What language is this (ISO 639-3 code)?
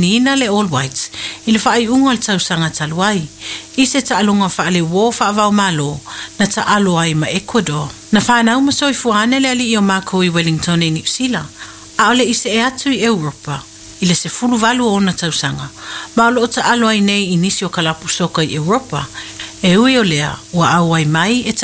smo